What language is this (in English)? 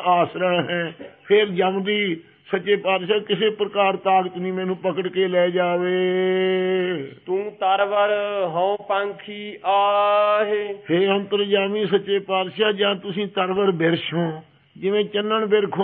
Punjabi